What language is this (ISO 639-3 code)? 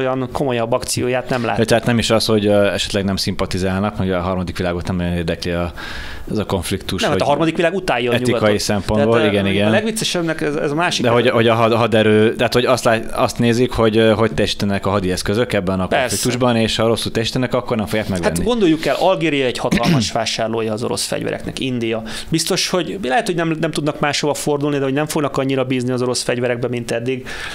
hun